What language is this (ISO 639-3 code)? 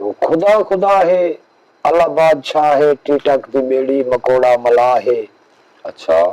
skr